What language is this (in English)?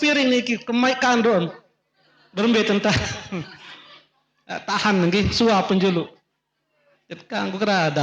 Sasak